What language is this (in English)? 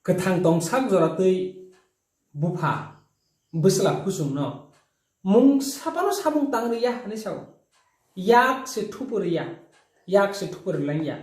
Kok Borok